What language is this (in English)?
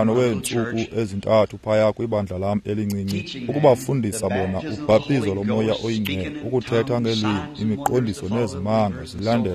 Xhosa